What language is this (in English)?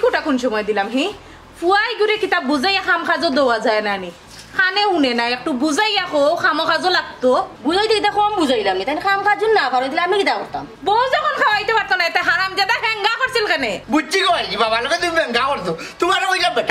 Sylheti